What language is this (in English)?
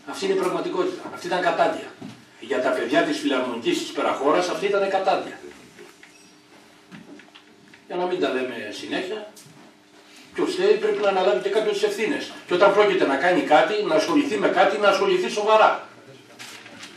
Greek